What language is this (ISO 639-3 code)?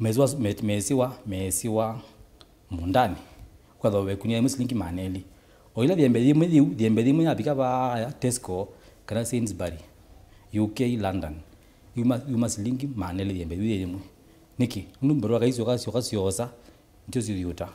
kam